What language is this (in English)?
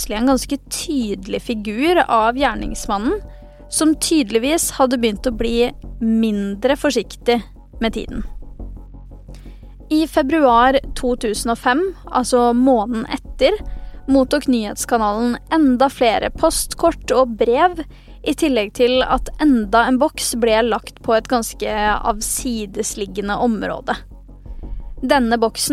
Norwegian